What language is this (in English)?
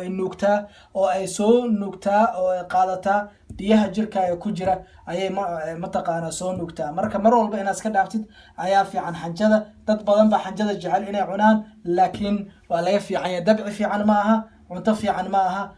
Somali